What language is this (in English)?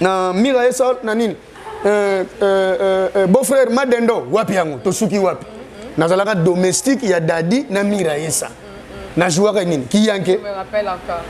Lingala